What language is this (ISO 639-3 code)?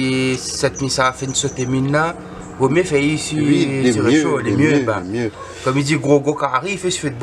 rcf